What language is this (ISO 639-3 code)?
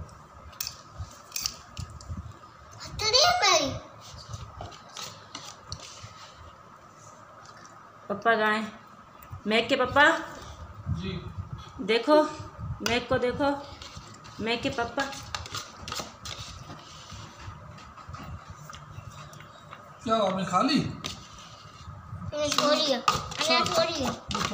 hin